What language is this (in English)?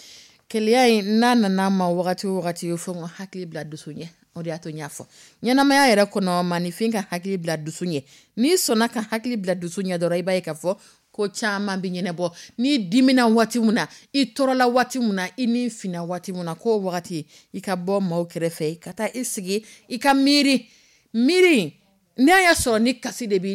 Dyula